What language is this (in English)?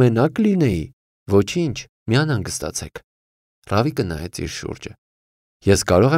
Armenian